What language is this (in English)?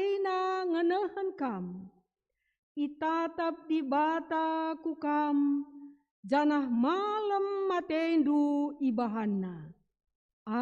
Batak Karo